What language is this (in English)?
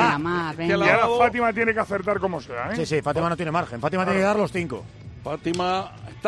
Spanish